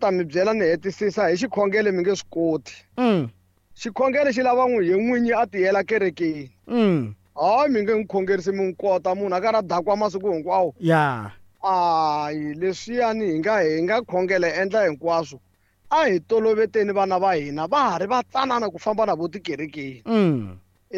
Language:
Tsonga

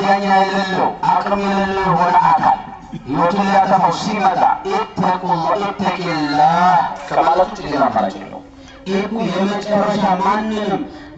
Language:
Amharic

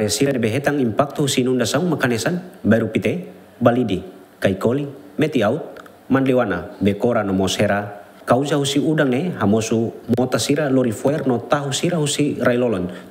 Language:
Tetum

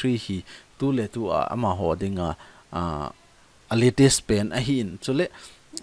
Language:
Thado Chin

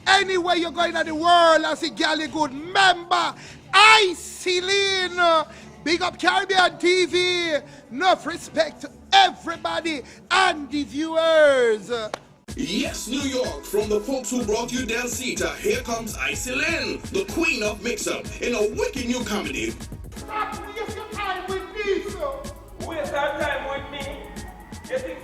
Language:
Jamaican Creole English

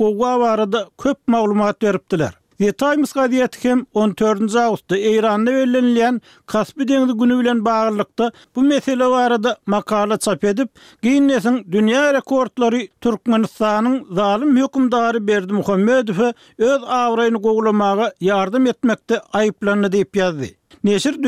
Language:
Turkmen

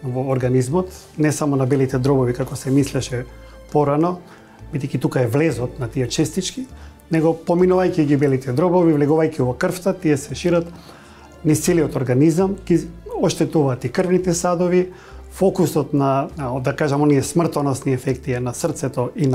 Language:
Macedonian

